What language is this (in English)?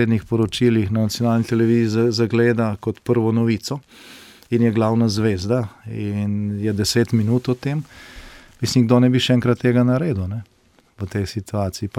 Slovenian